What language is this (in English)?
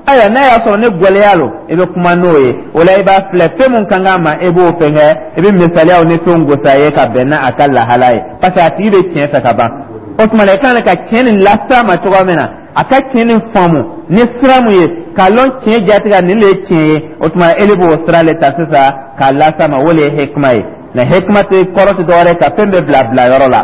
Dyula